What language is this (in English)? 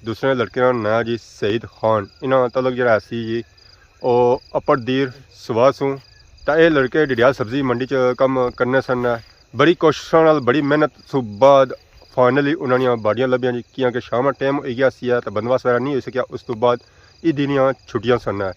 Pahari-Potwari